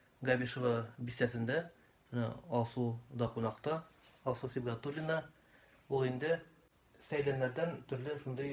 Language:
Tatar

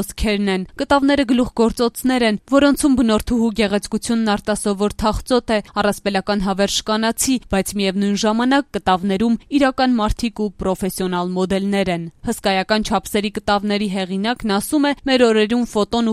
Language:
Armenian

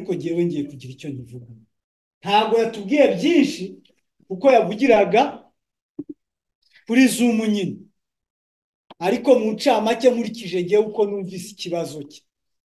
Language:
Kinyarwanda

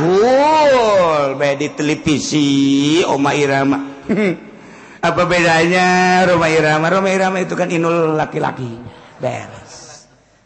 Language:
Sundanese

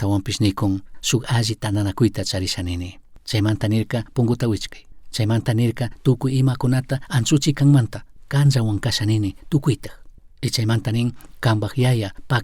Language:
Chimborazo Highland Quichua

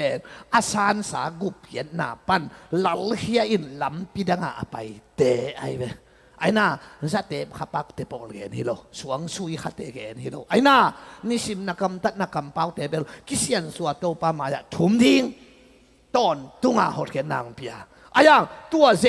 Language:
Tedim Chin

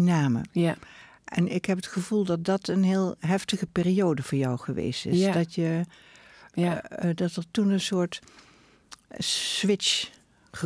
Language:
Dutch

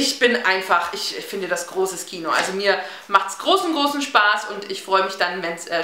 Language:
German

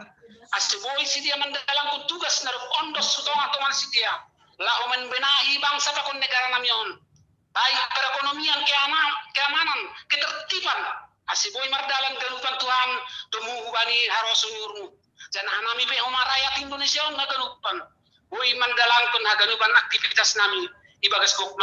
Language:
Batak Simalungun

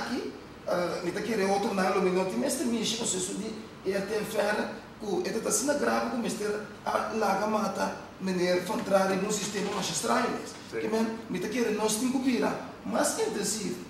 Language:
Papiamento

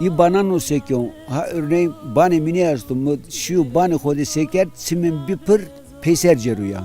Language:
Zaza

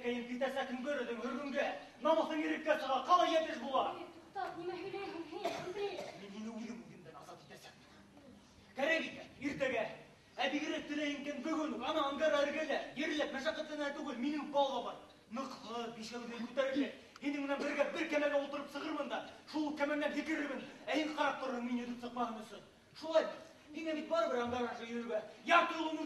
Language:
Bashkir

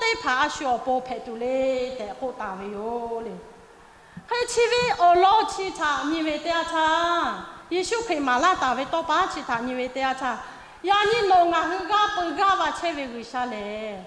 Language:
Lahu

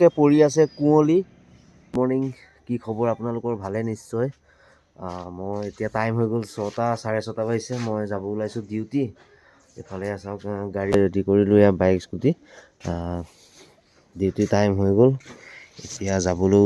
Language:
Assamese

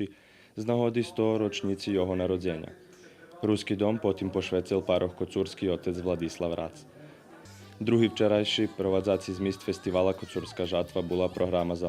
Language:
Rusyn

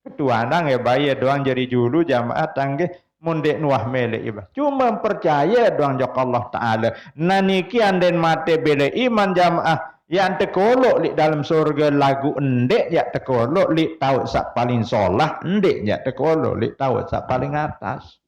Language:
Sasak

